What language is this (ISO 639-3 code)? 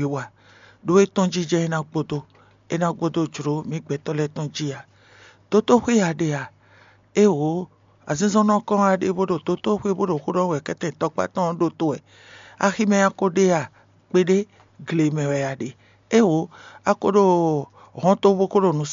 fon